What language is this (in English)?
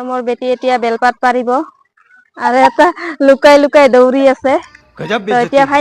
Assamese